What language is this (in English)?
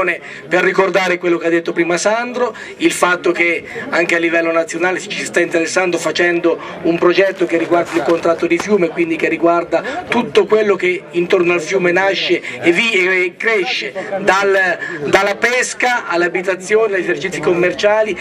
Italian